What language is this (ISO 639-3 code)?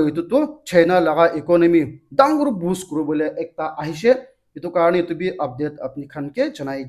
nag